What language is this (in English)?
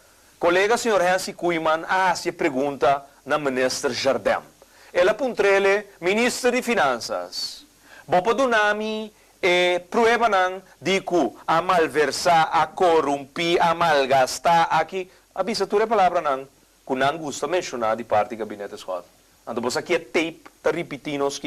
Papiamento